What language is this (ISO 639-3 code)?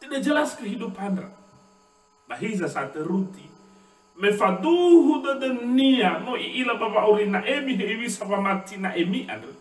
nia